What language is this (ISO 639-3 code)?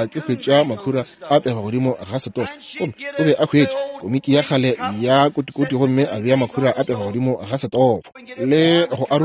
nso